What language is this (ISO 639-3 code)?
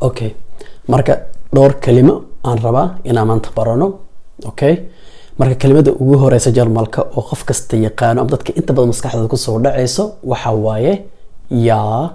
som